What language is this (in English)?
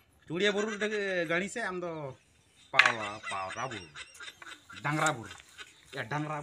Santali